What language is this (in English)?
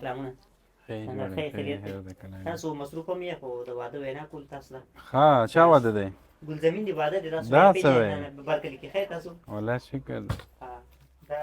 Pashto